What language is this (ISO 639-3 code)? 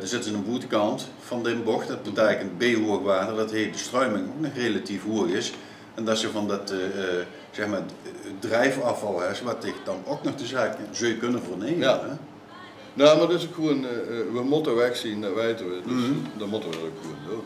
lim